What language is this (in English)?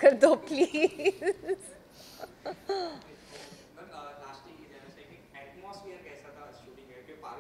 Hindi